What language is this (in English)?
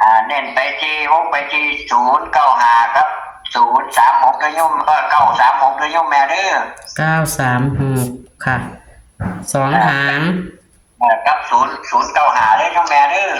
Northeastern Thai